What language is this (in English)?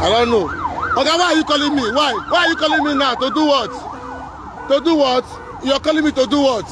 Nigerian Pidgin